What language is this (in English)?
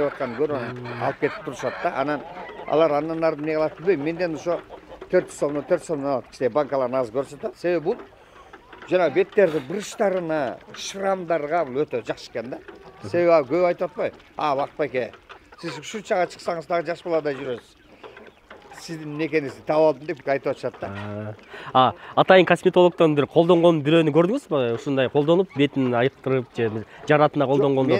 Kyrgyz